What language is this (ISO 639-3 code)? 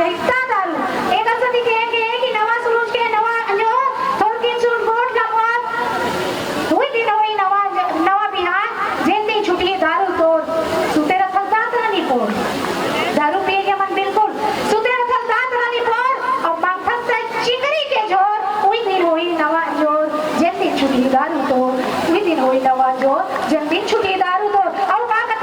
hne